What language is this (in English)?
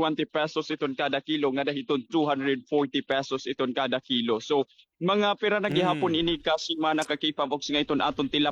Waray